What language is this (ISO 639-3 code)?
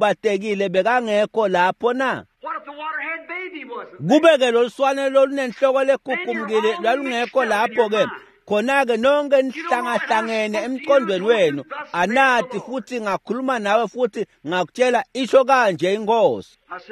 ssw